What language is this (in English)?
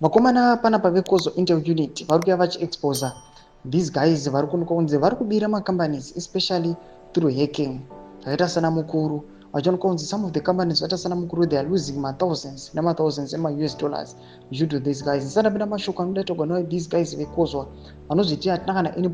Shona